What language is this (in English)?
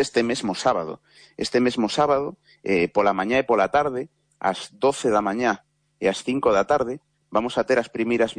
Galician